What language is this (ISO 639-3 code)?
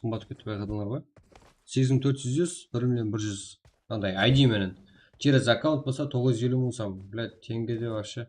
kaa